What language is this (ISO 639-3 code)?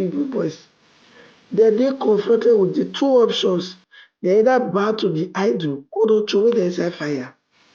pcm